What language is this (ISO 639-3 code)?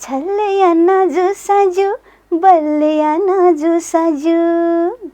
new